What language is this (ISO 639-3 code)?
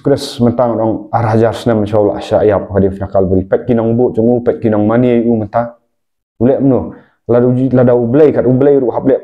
kha